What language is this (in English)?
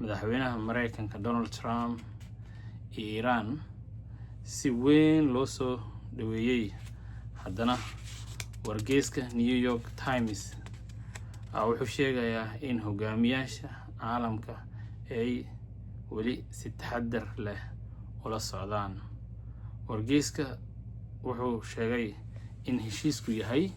Somali